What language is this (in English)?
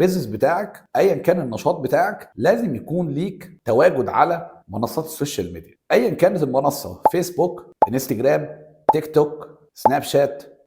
Egyptian Arabic